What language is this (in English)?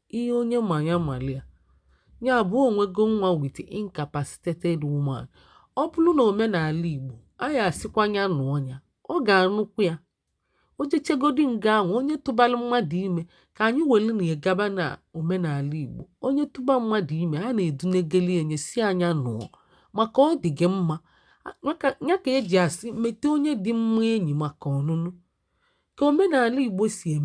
Igbo